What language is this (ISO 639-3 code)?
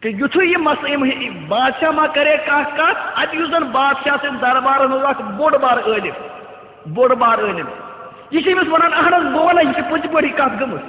kas